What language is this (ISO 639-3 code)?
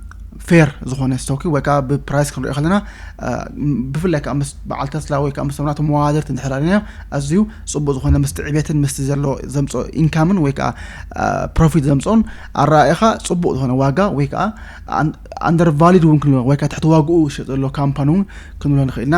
tir